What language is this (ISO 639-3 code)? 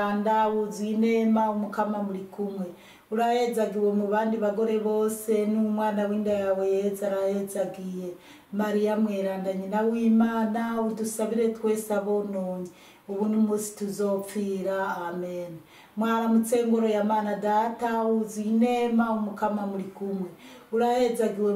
run